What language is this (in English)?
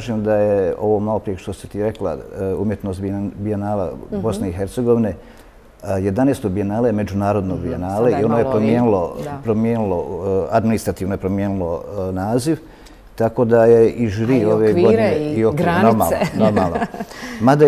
Bosnian